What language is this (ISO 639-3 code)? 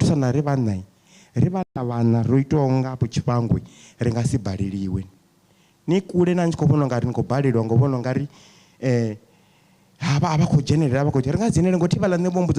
ven